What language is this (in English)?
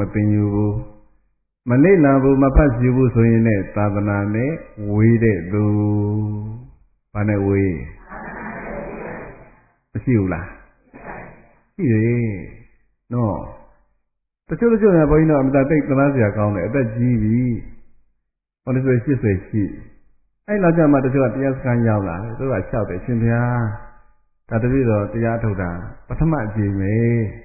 Burmese